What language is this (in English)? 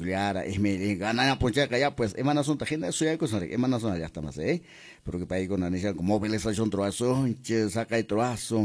Quechua